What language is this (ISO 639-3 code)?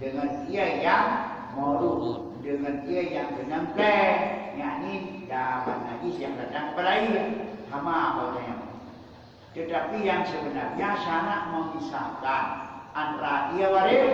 ace